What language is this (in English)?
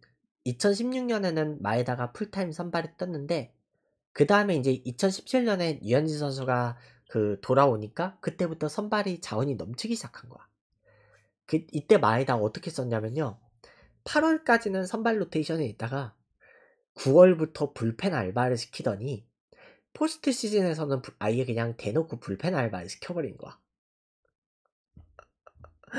Korean